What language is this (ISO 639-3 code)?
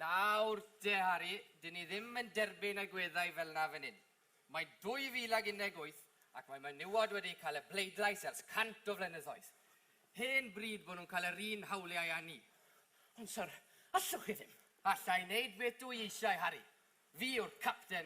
cym